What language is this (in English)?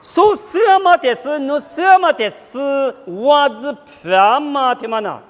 Lisu